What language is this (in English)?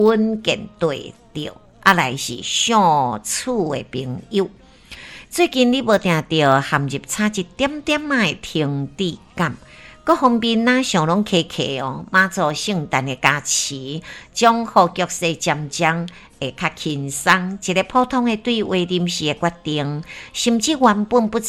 Min Nan Chinese